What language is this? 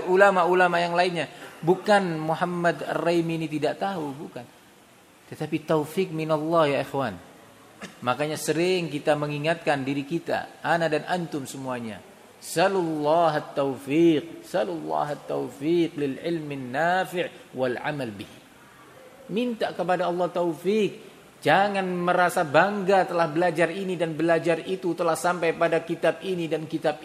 Indonesian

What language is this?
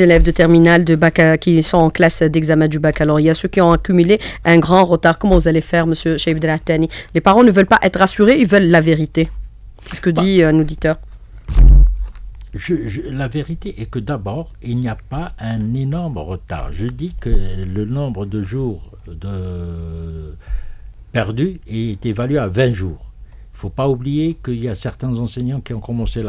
French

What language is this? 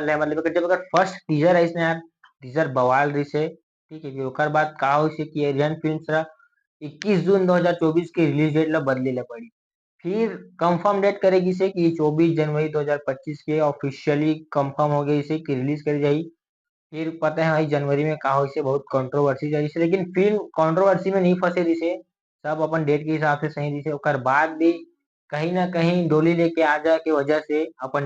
Chhattisgarhi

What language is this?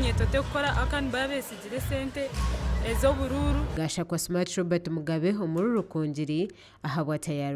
Nyankole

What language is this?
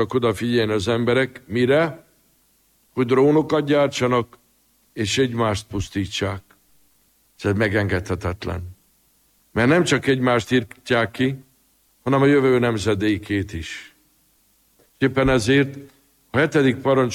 Hungarian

